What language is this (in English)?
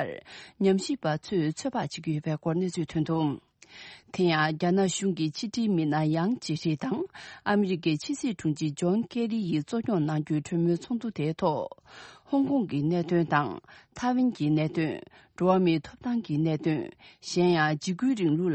Tibetan